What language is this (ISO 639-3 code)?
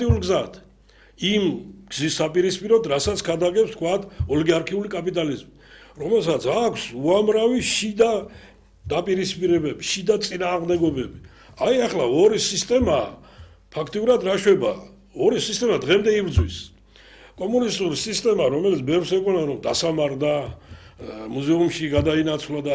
kat